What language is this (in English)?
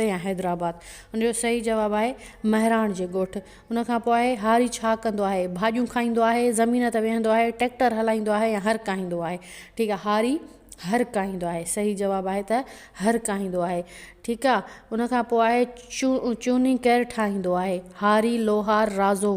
Sindhi